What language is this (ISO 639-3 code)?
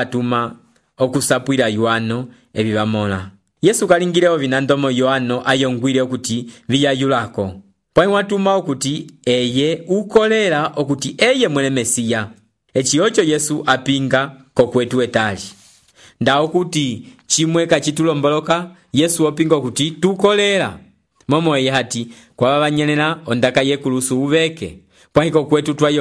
umb